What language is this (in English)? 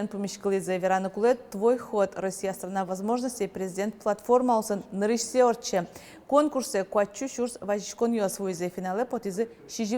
Udmurt